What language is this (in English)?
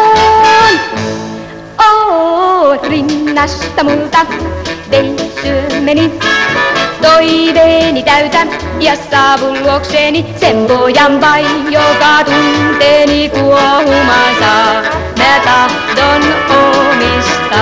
Finnish